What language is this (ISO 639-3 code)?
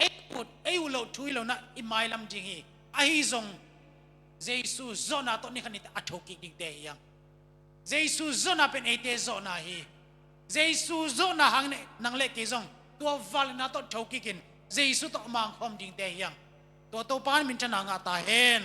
ctd